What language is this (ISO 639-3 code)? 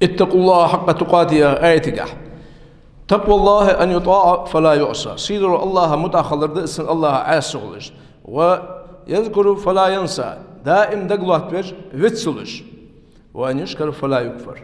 inh